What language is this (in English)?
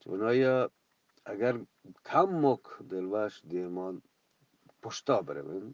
Eastern Balochi